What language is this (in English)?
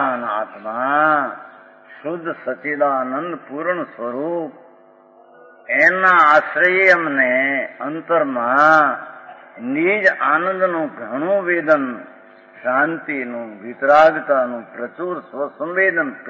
Gujarati